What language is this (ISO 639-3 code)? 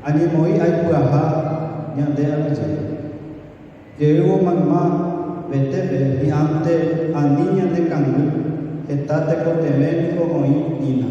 grn